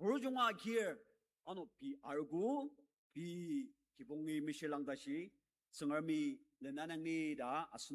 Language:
Ao Naga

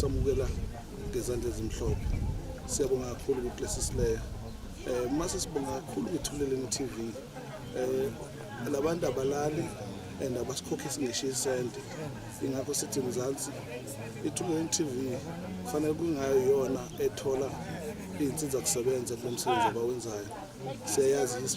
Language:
Zulu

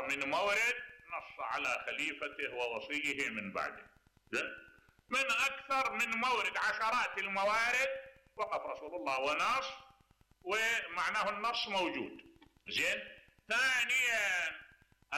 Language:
Mesopotamian Arabic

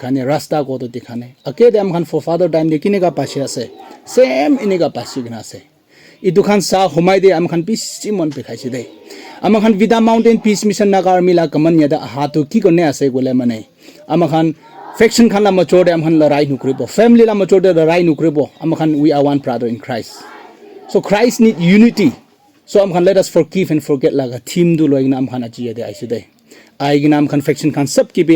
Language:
Naga Pidgin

